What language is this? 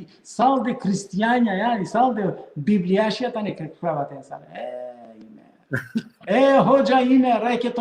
Balkan Romani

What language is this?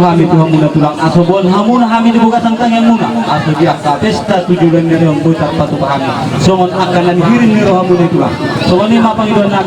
Batak Toba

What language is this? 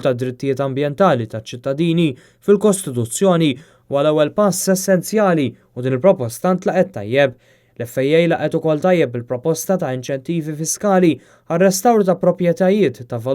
Maltese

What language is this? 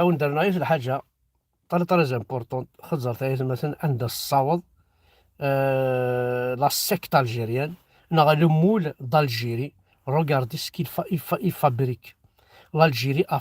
Kabyle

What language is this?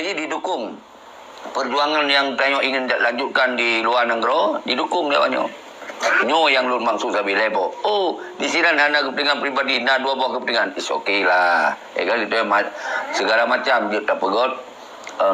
Achinese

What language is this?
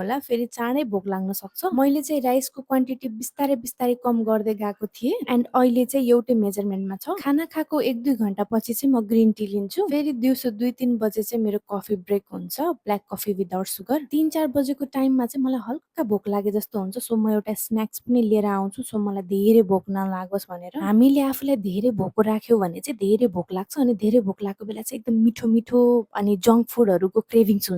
Nepali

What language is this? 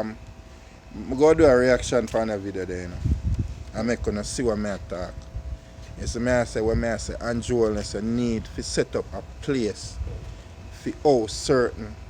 Jamaican Creole English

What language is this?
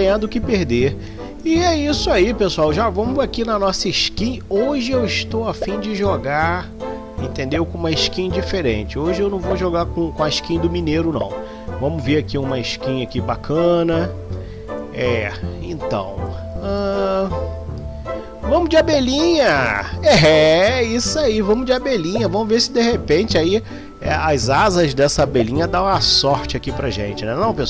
Portuguese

